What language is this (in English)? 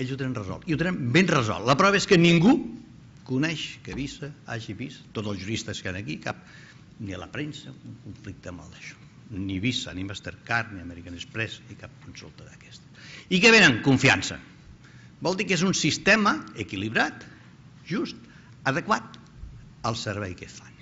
Catalan